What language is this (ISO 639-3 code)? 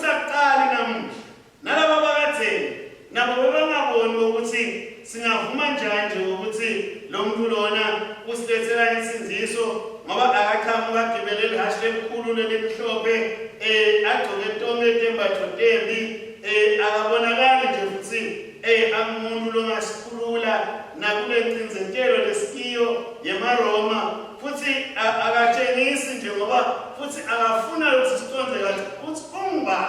ssw